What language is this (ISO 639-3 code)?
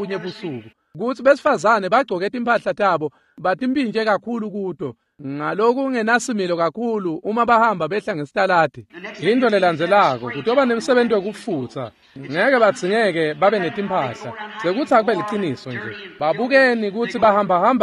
ssw